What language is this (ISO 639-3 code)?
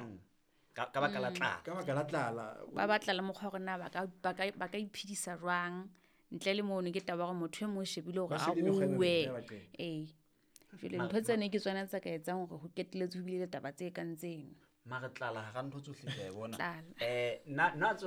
sot